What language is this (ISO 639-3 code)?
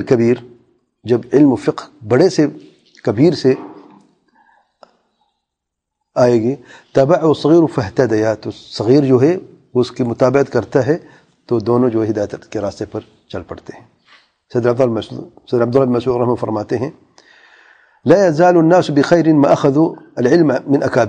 urd